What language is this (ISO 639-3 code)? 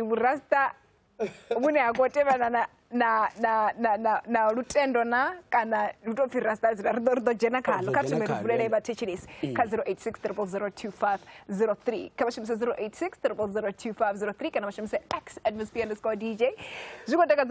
ven